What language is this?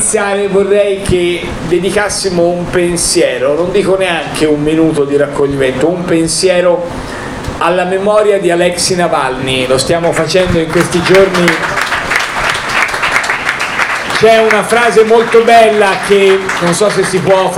Italian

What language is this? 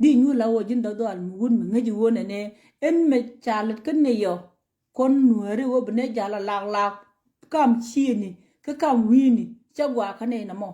Nuer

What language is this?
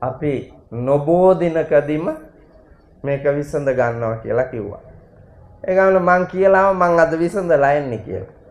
Sinhala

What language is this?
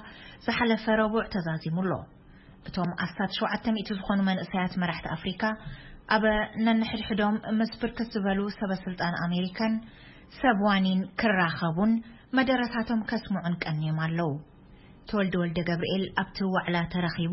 Tigrinya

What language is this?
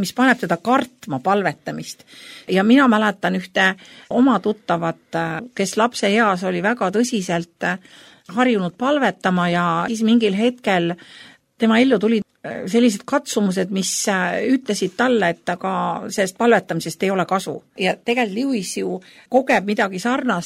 Estonian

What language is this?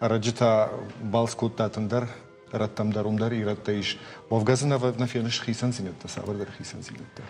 Ossetic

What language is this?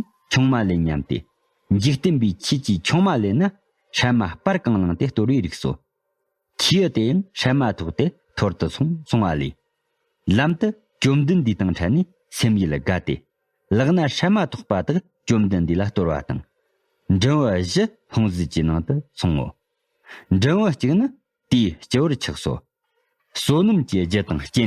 Tibetan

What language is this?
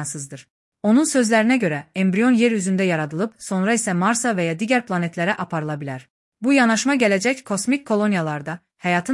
Azerbaijani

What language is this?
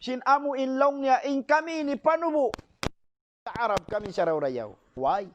Tausug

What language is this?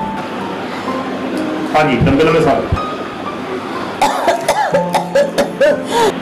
Punjabi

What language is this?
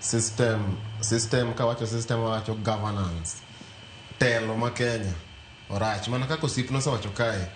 Luo (Kenya and Tanzania)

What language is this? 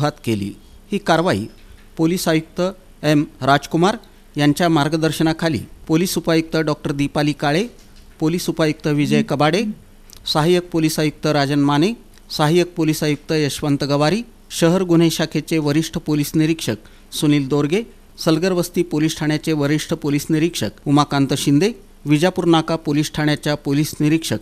Marathi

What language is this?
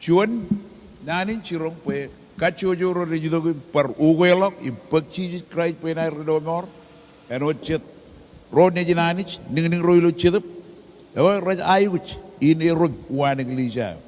Marshallese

